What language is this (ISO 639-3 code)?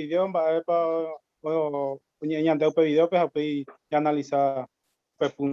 grn